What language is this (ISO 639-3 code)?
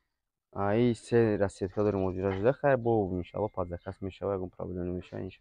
tgk